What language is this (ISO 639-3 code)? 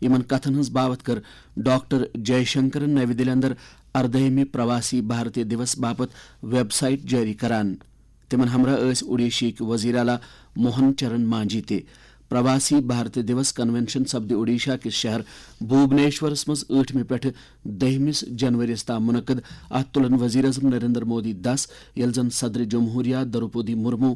kas